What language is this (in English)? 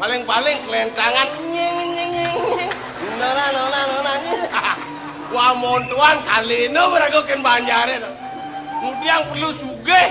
Balinese